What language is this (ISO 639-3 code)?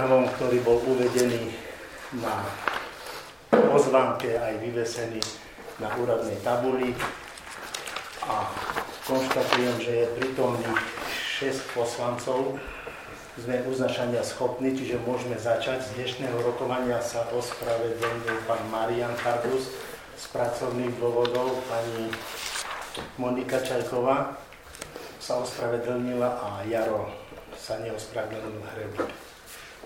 slk